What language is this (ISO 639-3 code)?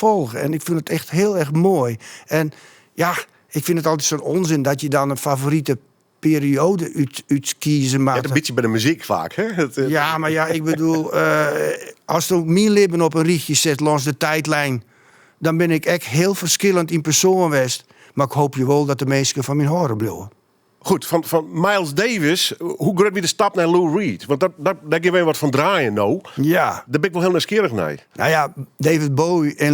fry